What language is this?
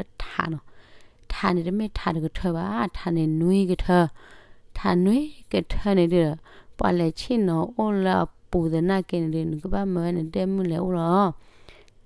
S'gaw Karen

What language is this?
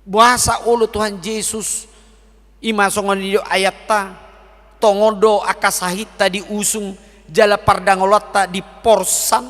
Batak Toba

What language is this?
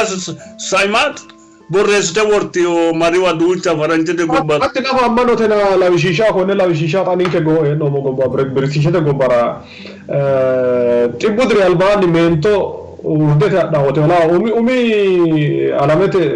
Sidamo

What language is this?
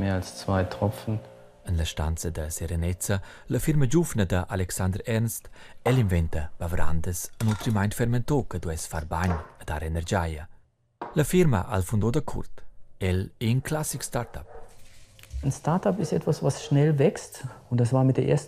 Romansh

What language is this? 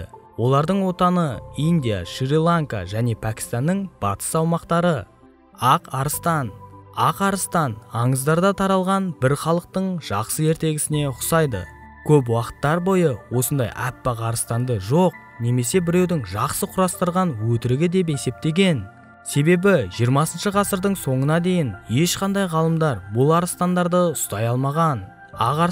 Kazakh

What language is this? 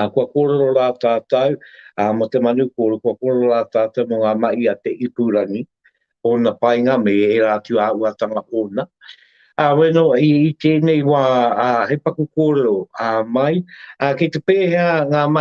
Māori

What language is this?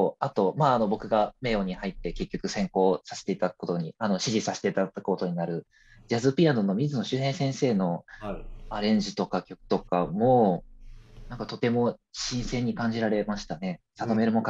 Japanese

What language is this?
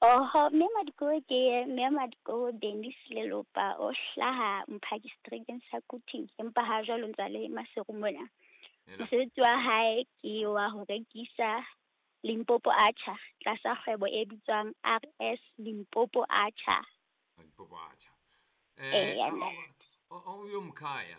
Southern Sotho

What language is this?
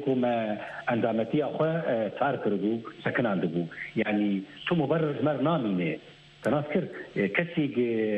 Kurdish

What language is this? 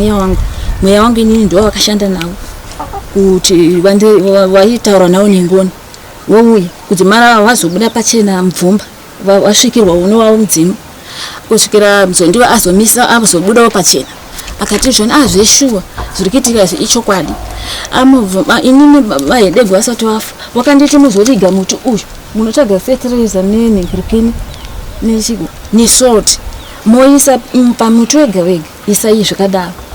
Shona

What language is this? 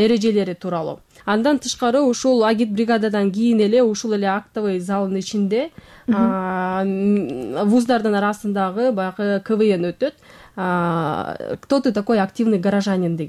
Kyrgyz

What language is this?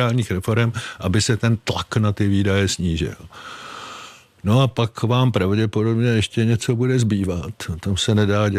Czech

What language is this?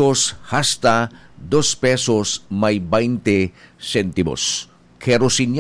Bikol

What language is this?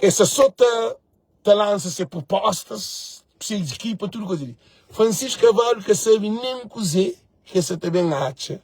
Kabuverdianu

